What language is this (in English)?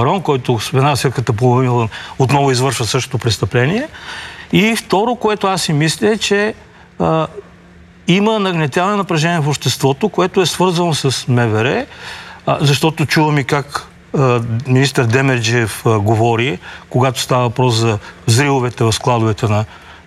Bulgarian